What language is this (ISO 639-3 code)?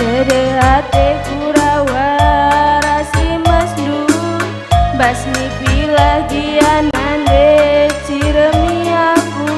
btx